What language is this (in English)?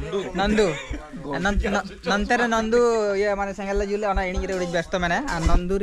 Santali